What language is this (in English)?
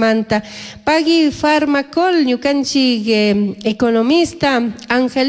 Chimborazo Highland Quichua